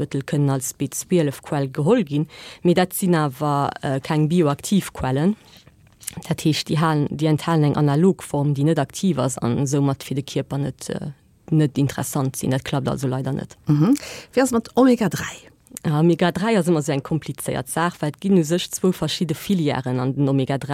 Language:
Luxembourgish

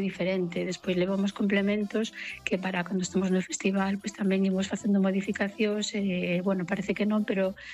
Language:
Galician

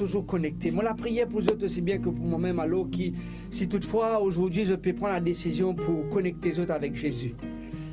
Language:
Morisyen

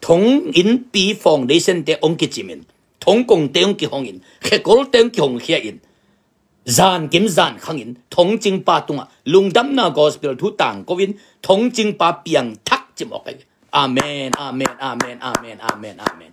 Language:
Tedim Chin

